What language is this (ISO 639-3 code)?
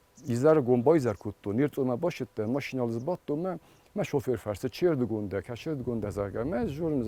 oss